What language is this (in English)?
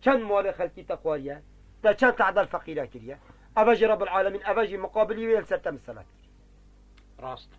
Kurdish